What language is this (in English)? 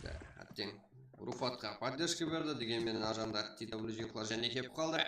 Kara-Kalpak